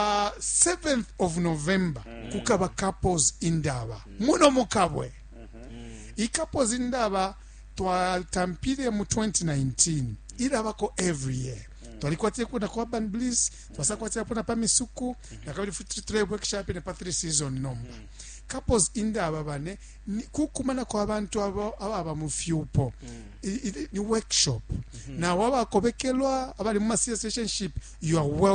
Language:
Bemba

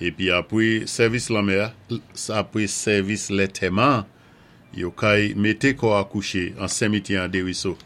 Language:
Saint Lucian Creole French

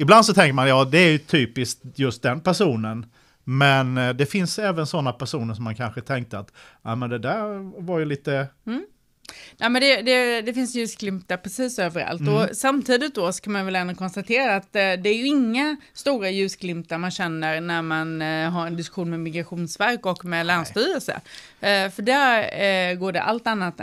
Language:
Swedish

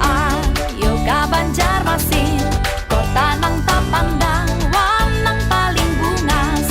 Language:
Banjar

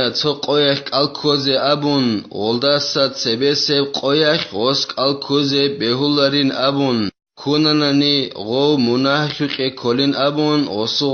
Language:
Avaric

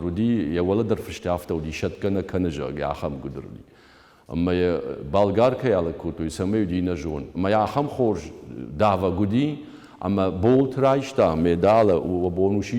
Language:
Ossetic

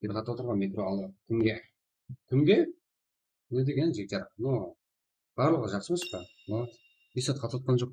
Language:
Kara-Kalpak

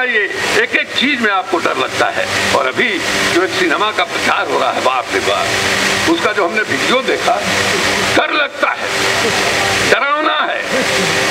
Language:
Hindi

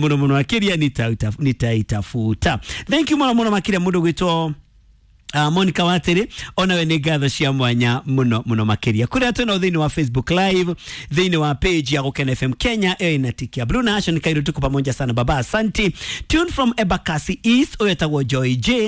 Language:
Kikuyu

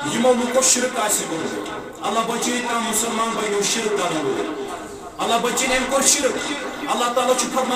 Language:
Kashmiri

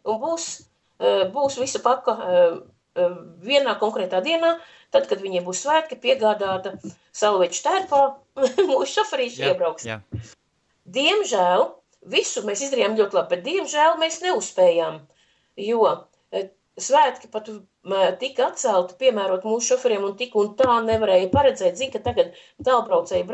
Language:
Latvian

